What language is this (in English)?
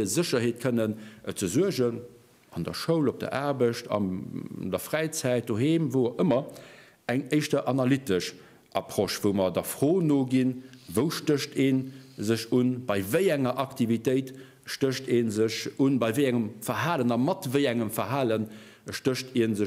Luxembourgish